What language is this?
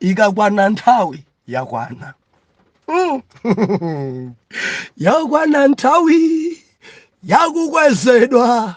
Nyanja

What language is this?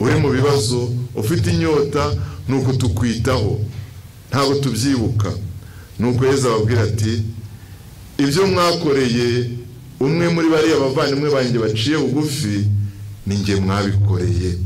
Kinyarwanda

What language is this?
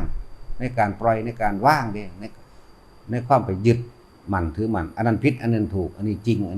Northeastern Thai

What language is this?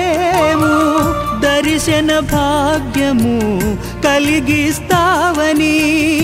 Telugu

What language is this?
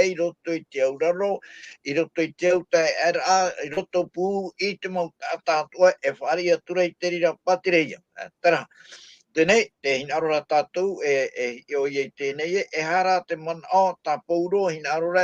Tahitian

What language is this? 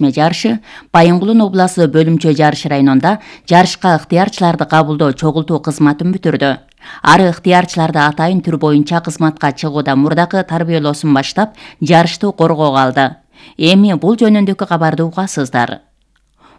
Kyrgyz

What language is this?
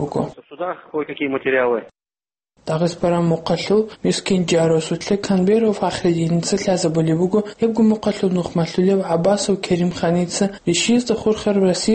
Avaric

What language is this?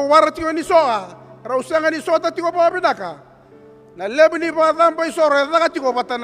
Fijian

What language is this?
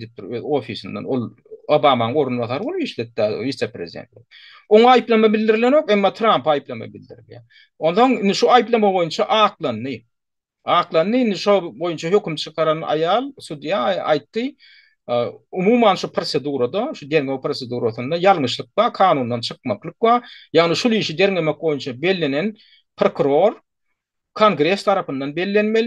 Turkmen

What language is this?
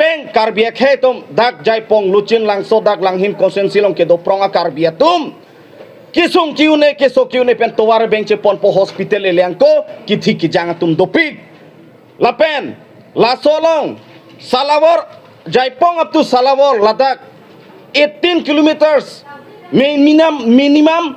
Karbi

